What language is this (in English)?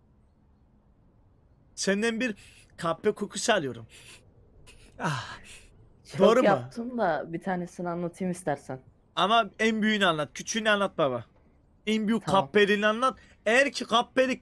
Turkish